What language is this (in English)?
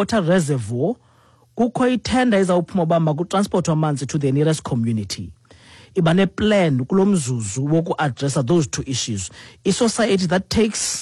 Xhosa